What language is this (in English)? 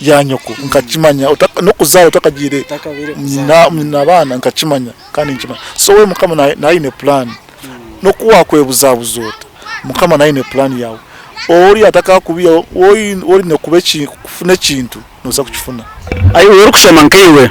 Nyankole